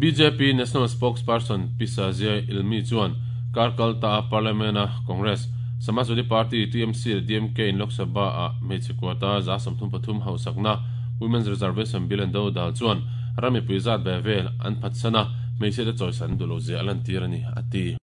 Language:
Mizo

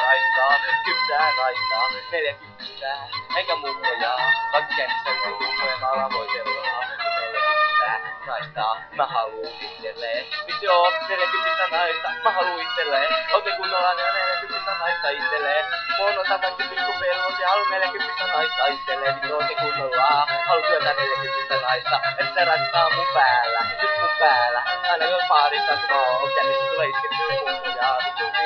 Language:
Finnish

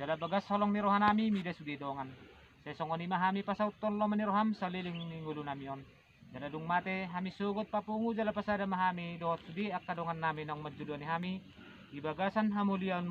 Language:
Batak Toba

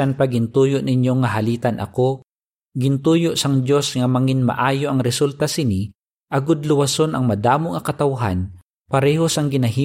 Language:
Hiligaynon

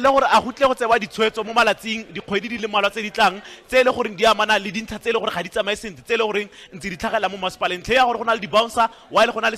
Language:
Tswana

